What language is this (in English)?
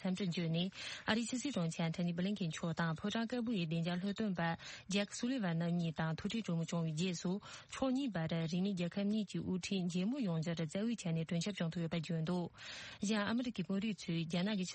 Tibetan